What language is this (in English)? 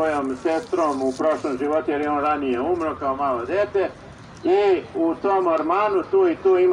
Serbian